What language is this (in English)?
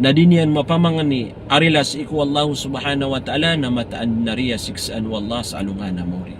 Maranao